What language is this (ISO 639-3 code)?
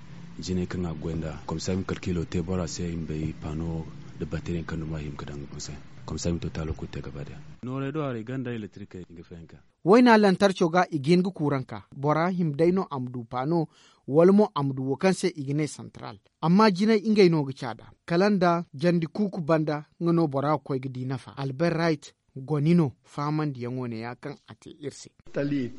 dje